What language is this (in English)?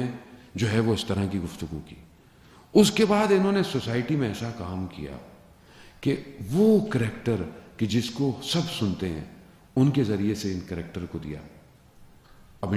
Urdu